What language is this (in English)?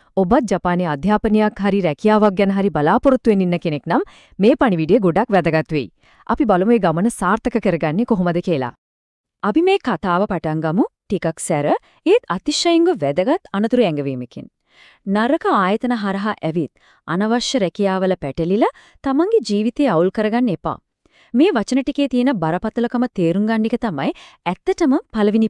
Sinhala